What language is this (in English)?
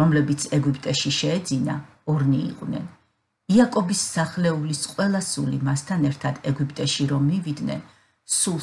Georgian